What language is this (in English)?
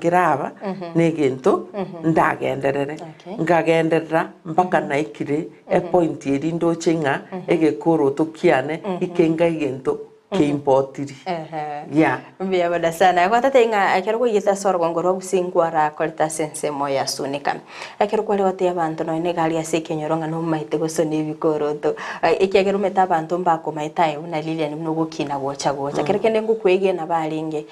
Gusii